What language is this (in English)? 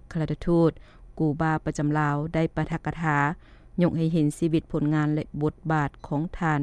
Lao